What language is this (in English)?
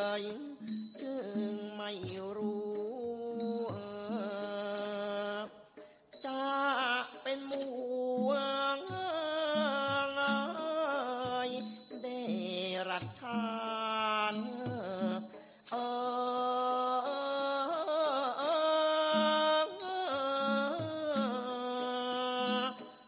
Thai